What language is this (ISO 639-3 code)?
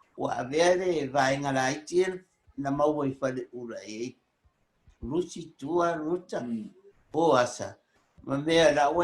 smo